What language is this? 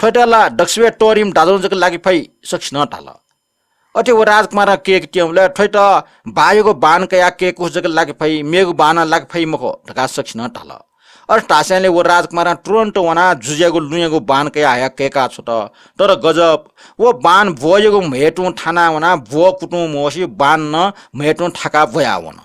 Newari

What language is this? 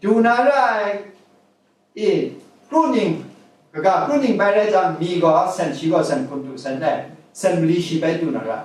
Kachin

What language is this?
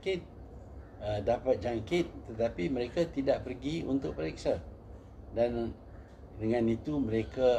Malay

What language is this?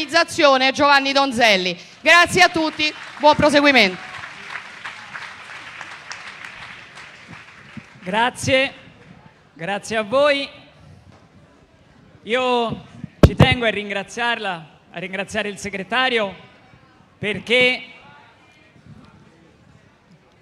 Italian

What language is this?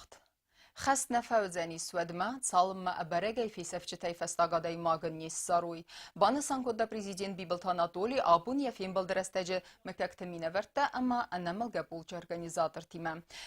Ossetic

